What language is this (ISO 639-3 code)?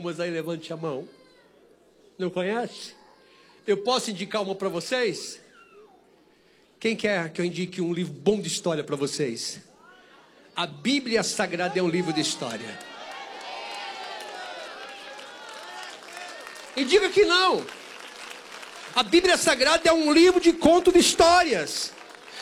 por